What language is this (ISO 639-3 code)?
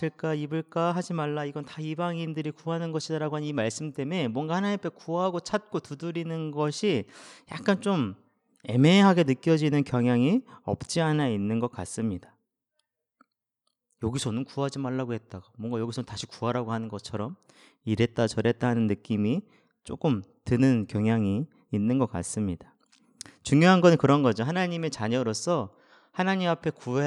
kor